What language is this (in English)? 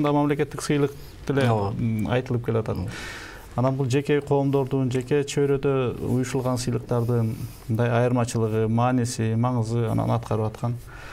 Kyrgyz